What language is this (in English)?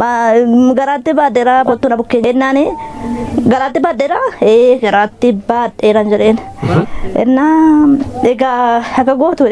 Oromo